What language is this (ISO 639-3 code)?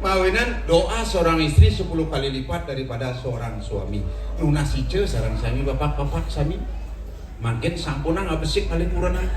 ban